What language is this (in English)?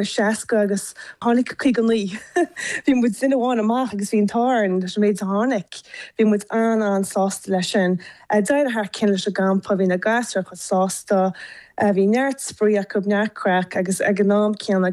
Irish